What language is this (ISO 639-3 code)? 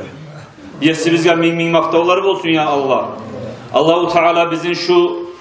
kum